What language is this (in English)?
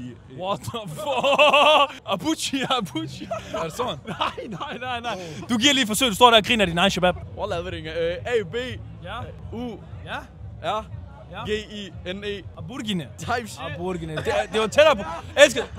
Danish